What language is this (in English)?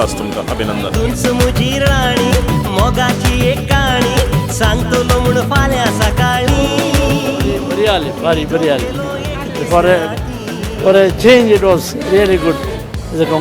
Konkani